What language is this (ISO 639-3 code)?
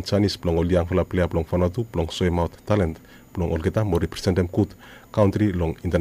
bis